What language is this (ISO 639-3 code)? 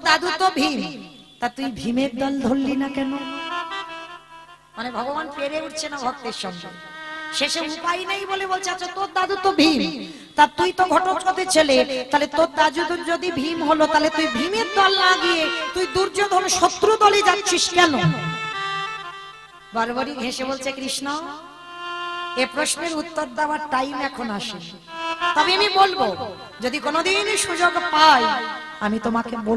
ben